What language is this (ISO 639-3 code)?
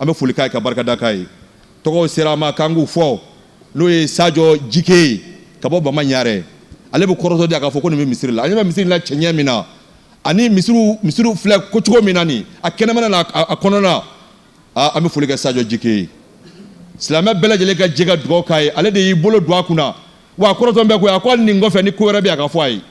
bam